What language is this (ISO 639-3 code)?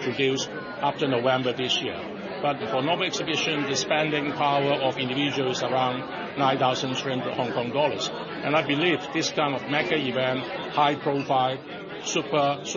eng